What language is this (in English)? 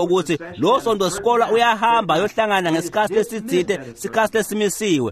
Swati